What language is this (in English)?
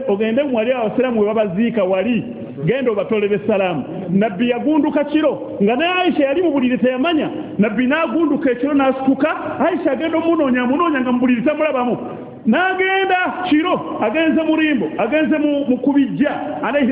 Ganda